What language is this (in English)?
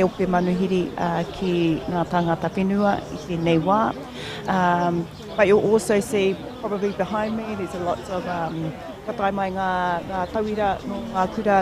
Māori